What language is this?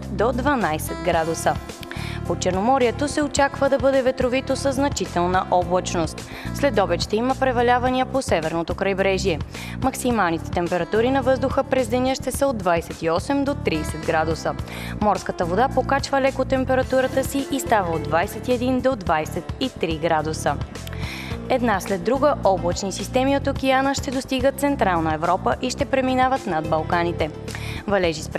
Bulgarian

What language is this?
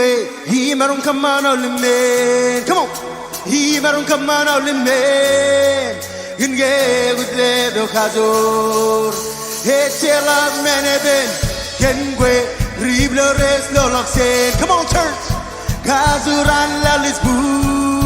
Marshallese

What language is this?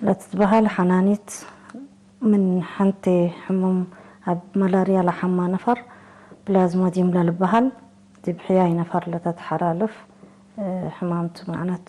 Tigre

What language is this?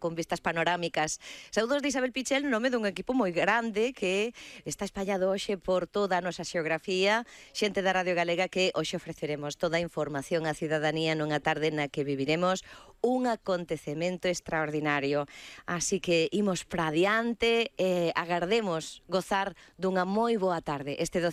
Galician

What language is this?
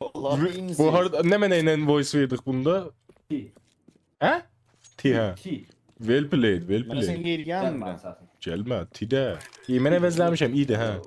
South Azerbaijani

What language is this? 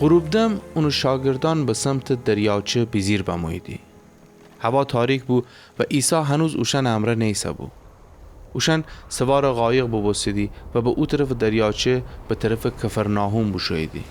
Gilaki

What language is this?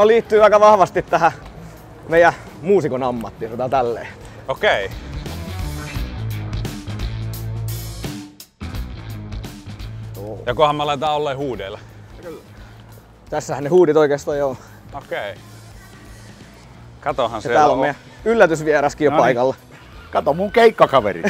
Finnish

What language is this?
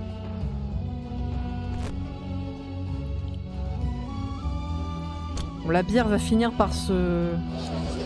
French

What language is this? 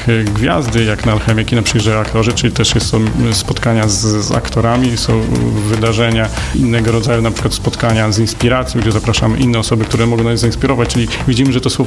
Polish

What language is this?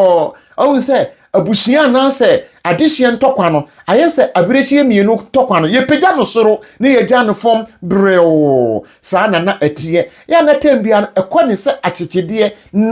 Akan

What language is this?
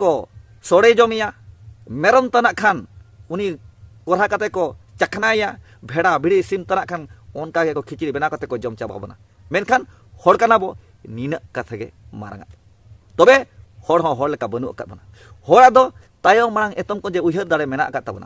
Santali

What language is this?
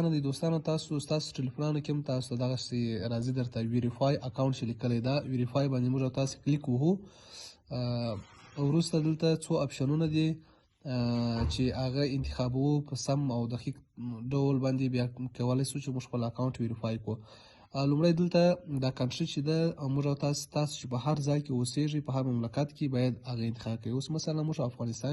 Pashto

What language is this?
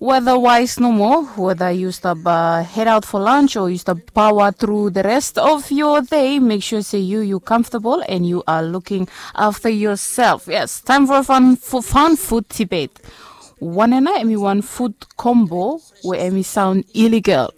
Bislama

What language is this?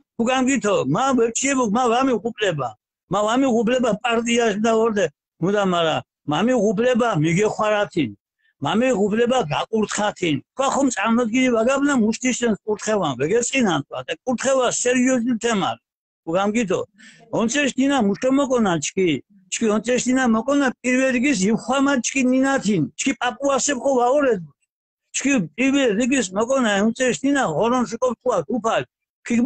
Mingrelian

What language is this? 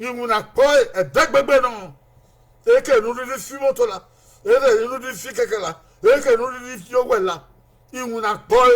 Bini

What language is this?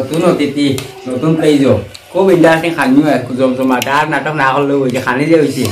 Sylheti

